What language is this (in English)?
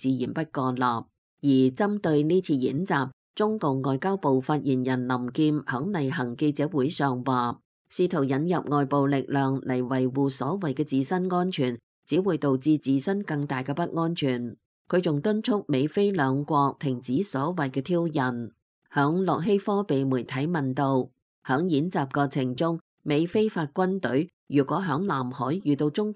Cantonese